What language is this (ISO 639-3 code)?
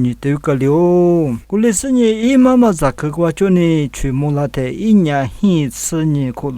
lis